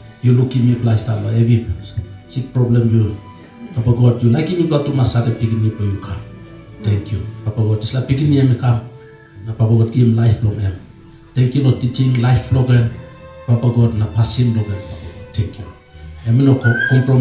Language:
Tok Pisin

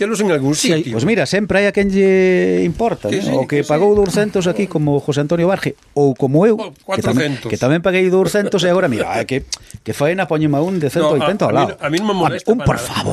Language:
Galician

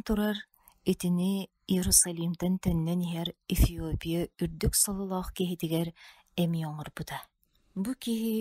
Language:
Yakut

